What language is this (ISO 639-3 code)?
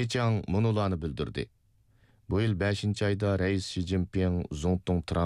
uig